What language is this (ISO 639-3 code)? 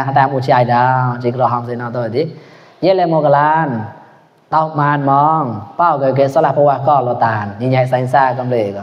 mnw